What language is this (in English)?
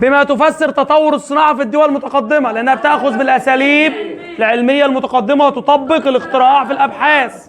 Egyptian Arabic